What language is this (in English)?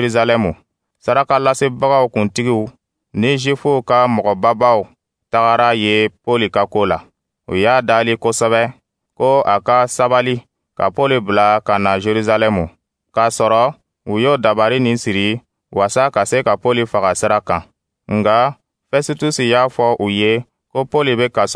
Dyula